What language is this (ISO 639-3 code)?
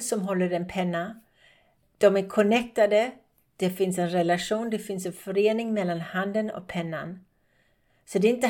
swe